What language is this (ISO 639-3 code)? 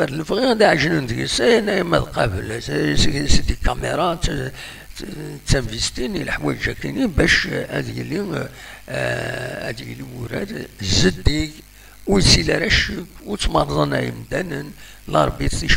kab